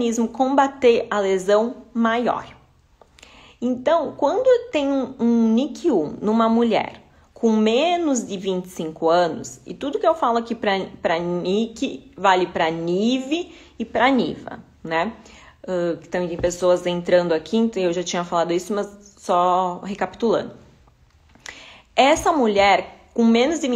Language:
Portuguese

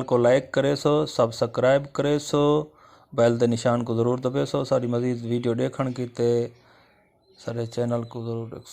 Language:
Saraiki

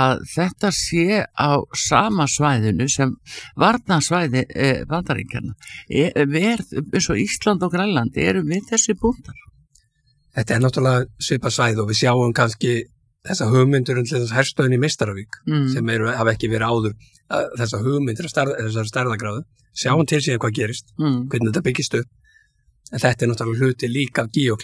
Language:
Icelandic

